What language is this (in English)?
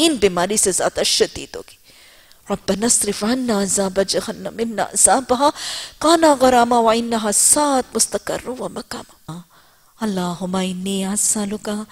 Urdu